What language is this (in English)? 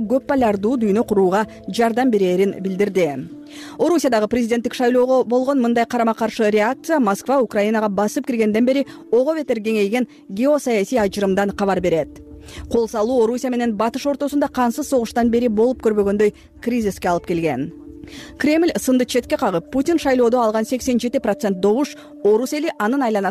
Kyrgyz